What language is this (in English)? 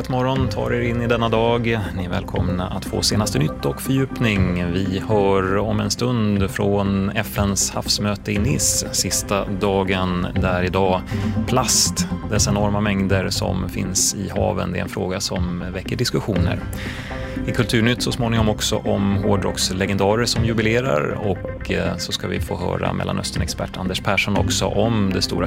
Swedish